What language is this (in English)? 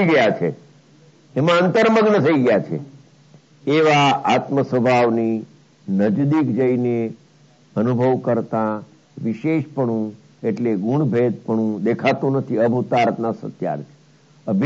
Gujarati